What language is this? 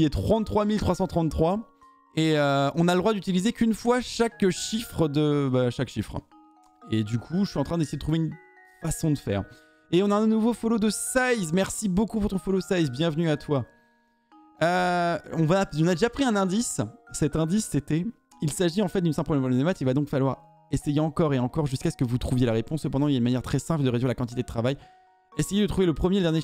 French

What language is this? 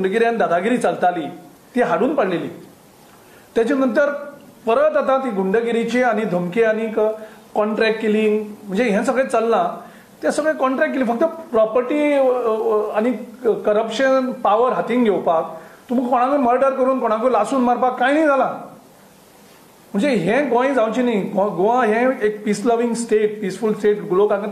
Konkani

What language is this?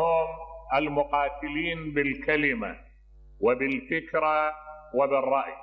Mesopotamian Arabic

